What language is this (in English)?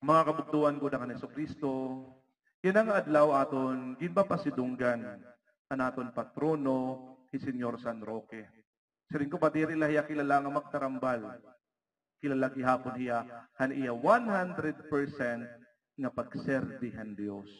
Waray